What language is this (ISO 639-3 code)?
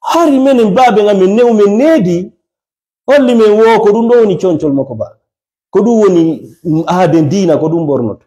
ful